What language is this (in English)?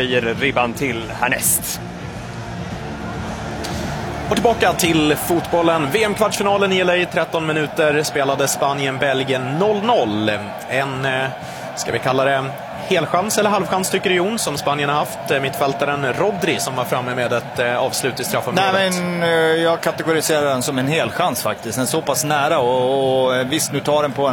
Swedish